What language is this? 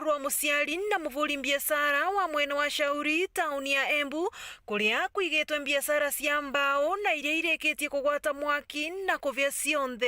Meru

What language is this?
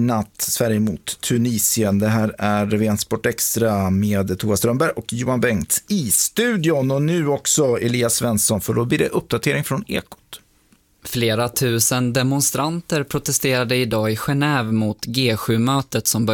Swedish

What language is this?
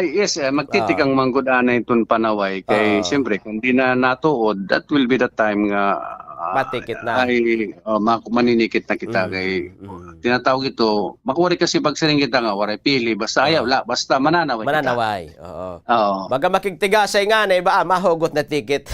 Waray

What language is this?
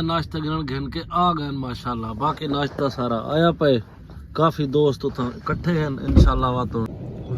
Saraiki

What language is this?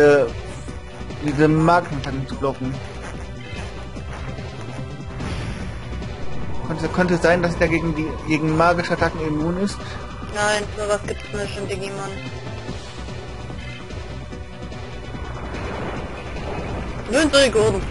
German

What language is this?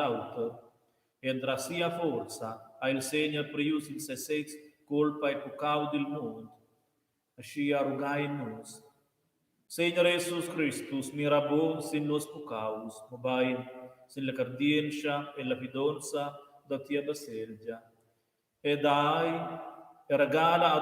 Romansh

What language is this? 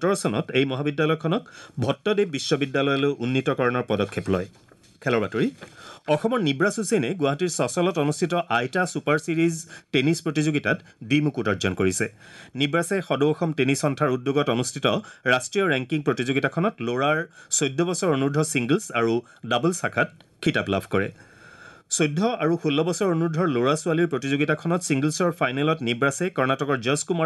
Assamese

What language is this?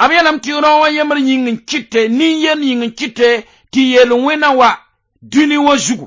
Mossi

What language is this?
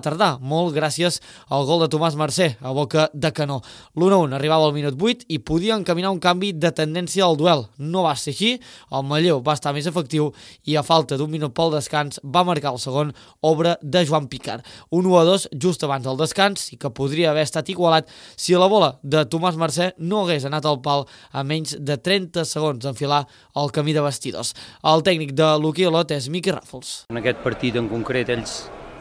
Catalan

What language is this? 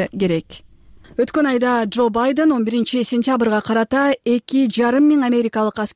Kyrgyz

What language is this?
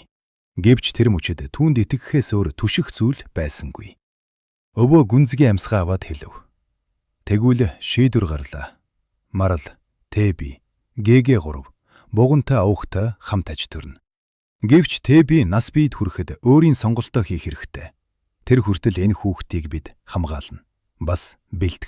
Mongolian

